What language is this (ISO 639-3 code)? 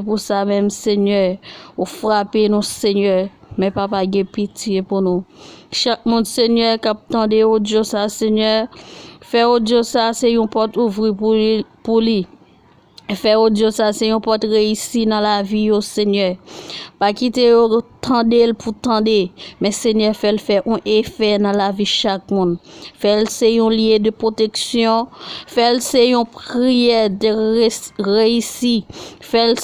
hat